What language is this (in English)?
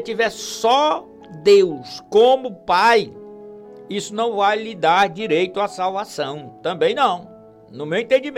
Portuguese